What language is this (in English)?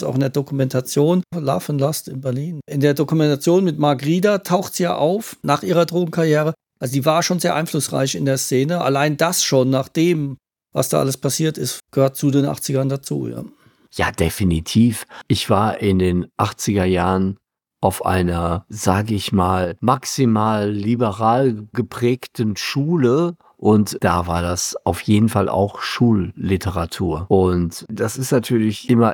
German